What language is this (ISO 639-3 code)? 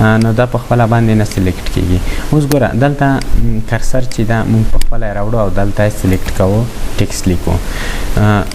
pus